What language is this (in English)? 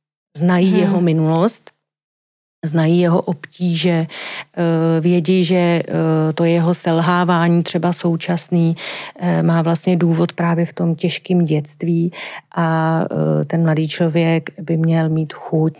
Czech